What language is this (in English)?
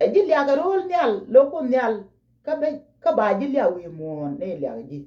Nuer